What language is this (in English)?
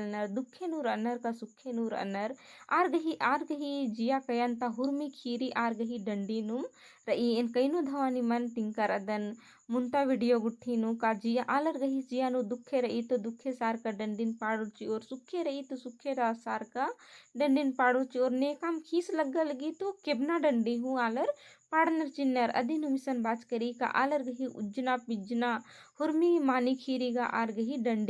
Kurukh